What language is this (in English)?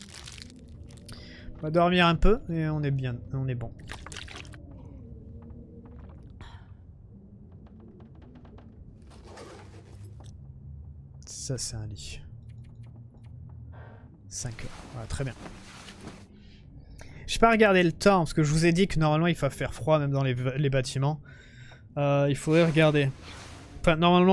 French